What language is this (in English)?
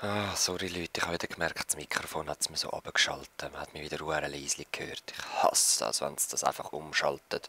Swiss German